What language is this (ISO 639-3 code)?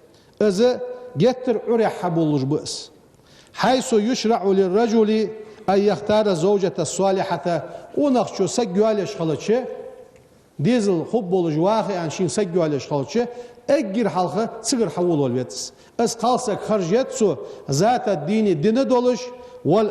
inh